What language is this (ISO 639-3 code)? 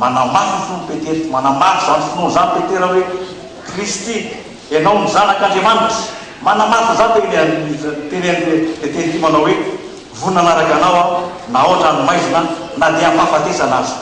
mlg